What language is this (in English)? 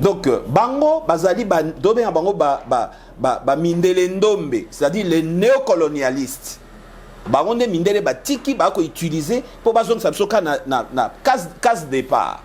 Lingala